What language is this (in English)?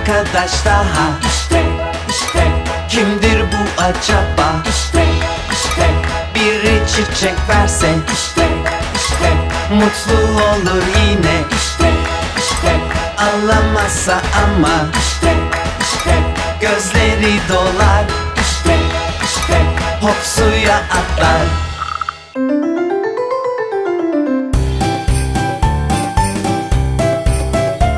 Turkish